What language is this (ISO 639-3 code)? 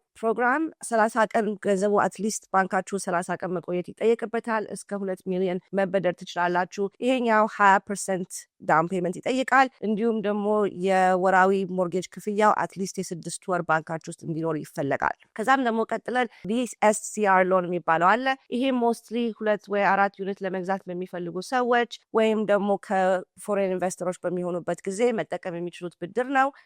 amh